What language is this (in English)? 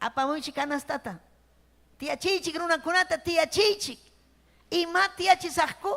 Ayacucho Quechua